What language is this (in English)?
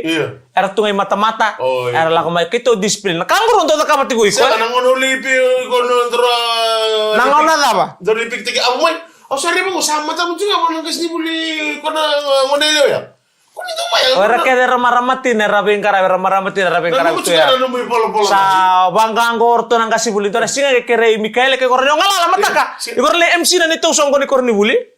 Fijian